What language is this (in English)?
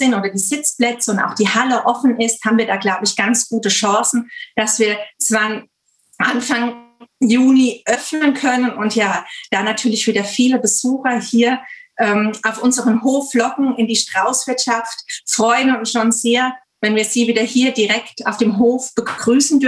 German